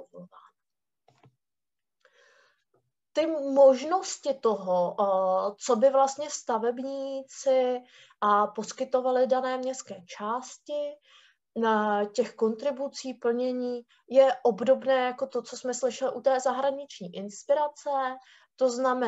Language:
Czech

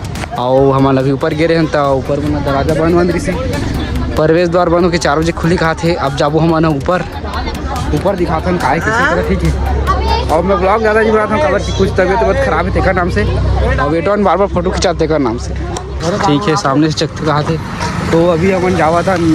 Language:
Chhattisgarhi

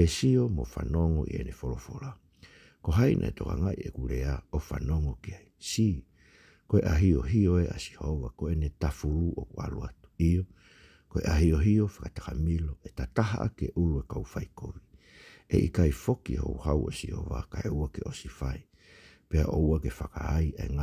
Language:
Tongan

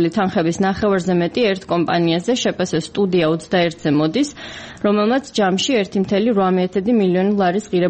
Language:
Georgian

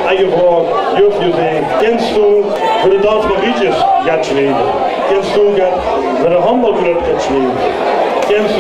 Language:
Limburgish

